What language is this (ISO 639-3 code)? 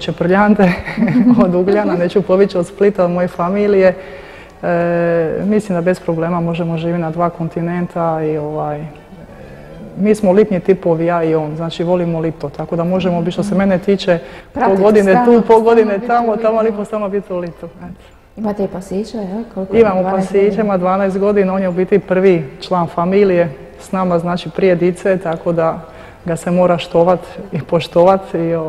hrv